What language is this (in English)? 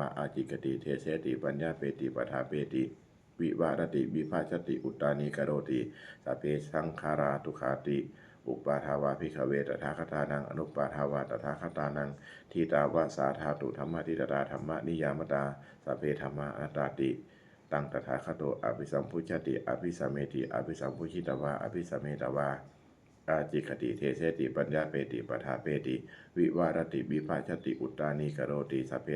Pali